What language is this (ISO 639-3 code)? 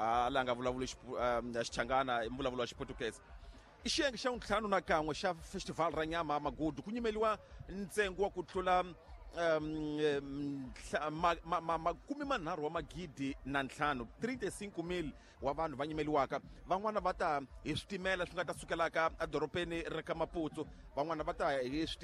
tso